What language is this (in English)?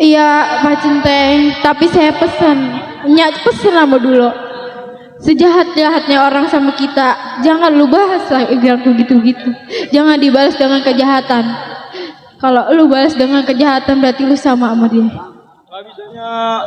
Betawi